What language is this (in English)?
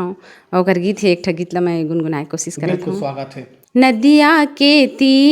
Chhattisgarhi